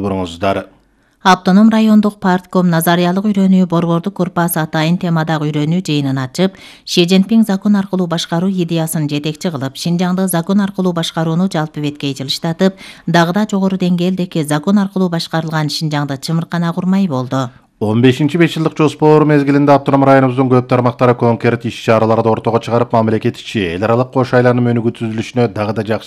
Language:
Kyrgyz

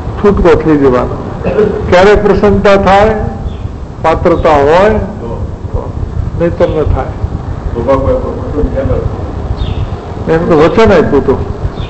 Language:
Gujarati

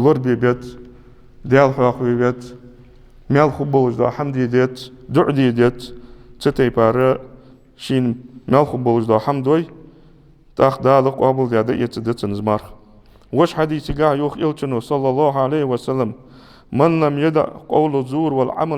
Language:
Ingush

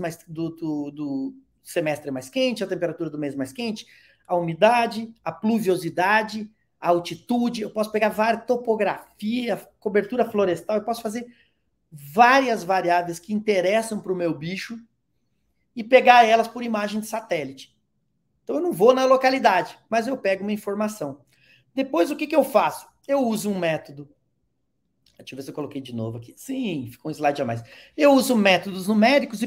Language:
Portuguese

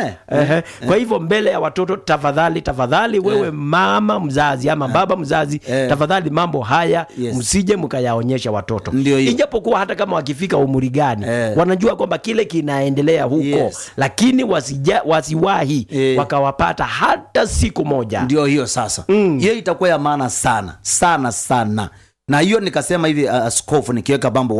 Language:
Swahili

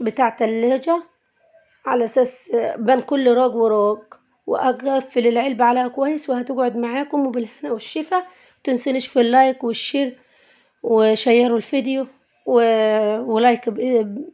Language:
Egyptian Arabic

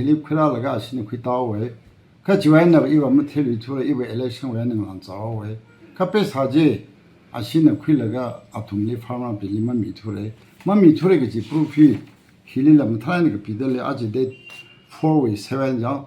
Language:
Tangkhul Naga (India)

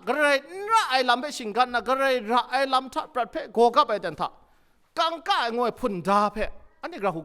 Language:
Kachin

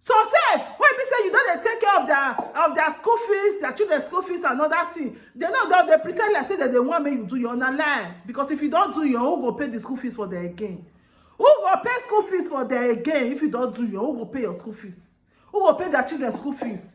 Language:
Nigerian Pidgin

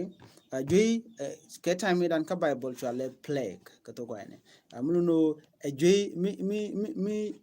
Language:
Nuer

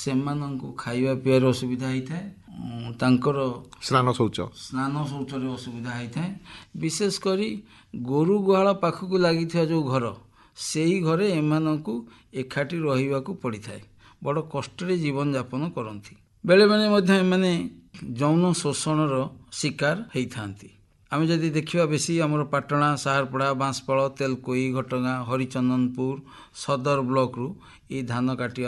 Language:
Odia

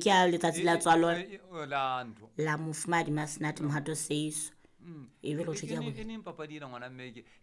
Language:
Southern Sotho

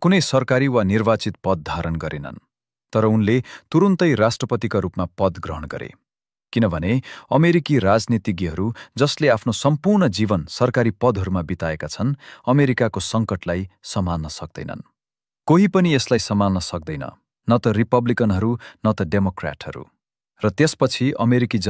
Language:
Nepali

